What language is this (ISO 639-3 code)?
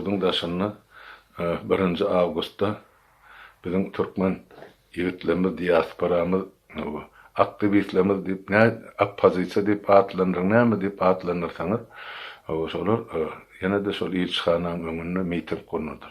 tuk